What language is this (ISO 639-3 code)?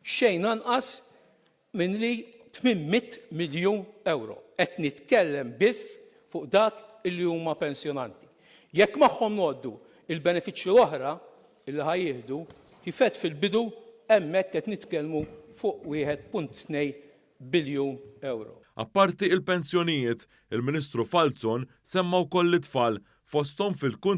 mlt